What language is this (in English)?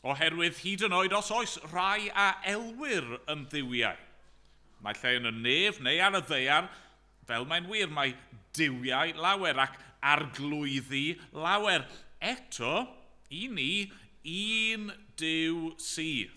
Welsh